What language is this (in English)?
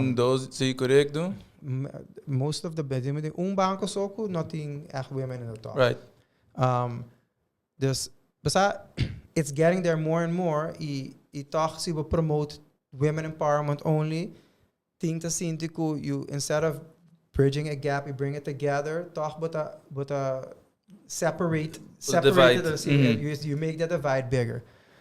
Papiamento